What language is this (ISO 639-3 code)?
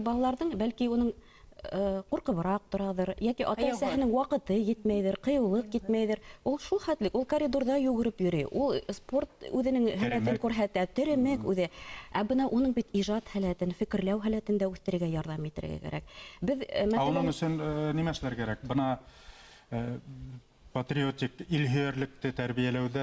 bak